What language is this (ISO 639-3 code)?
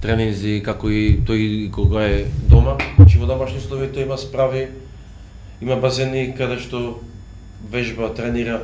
mkd